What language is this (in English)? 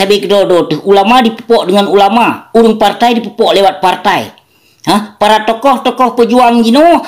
Achinese